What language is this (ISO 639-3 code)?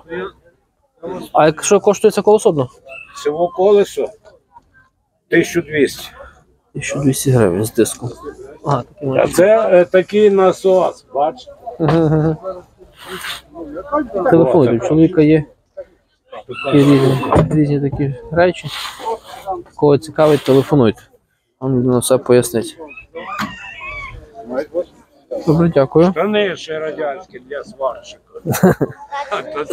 ukr